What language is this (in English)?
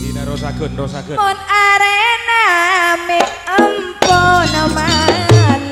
Madurese